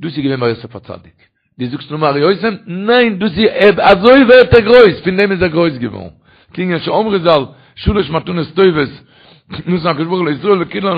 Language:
Yiddish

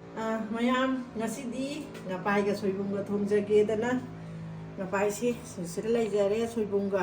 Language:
Manipuri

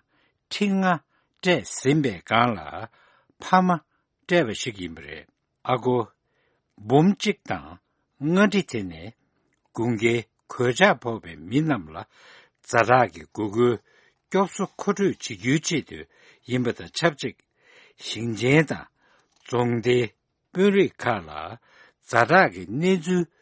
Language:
Tibetan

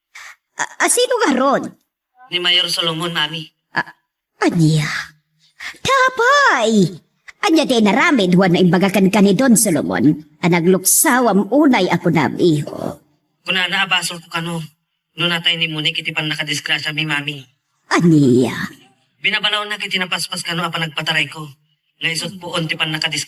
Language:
Iloko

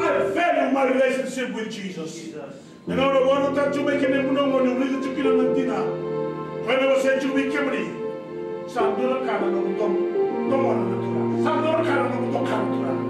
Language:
Fijian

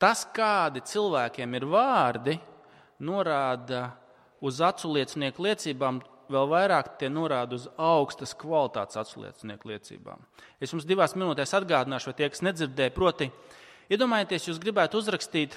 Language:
Latvian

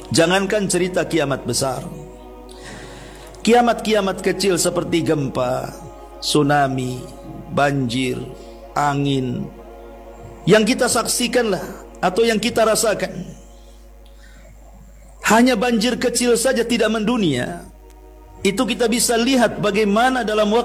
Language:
Indonesian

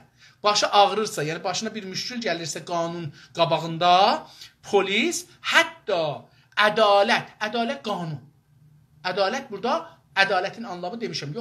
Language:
South Azerbaijani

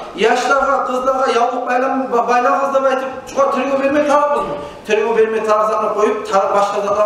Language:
Kumyk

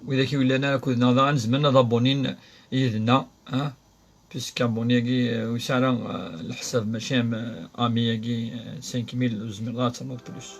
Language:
Kabyle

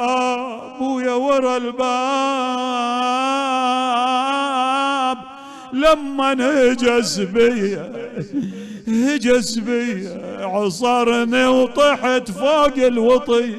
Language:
Mesopotamian Arabic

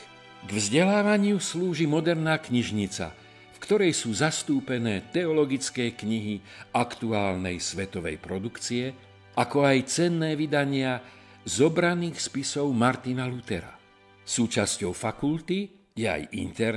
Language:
Slovak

